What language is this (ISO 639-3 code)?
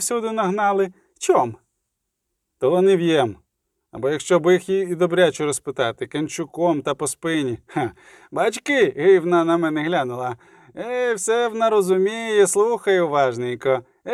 ukr